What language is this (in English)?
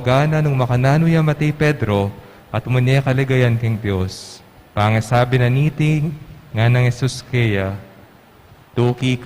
Pampanga